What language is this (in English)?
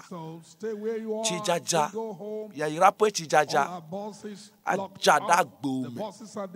Ewe